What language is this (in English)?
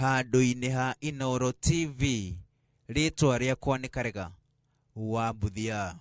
Kikuyu